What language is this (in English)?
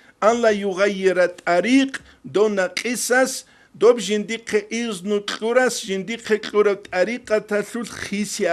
Avaric